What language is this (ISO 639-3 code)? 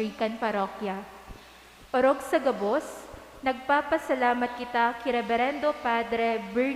bik